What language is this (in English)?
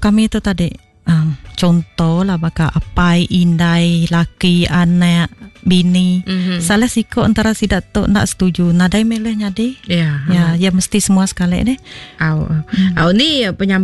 Iban